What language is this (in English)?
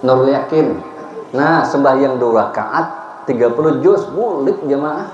Banjar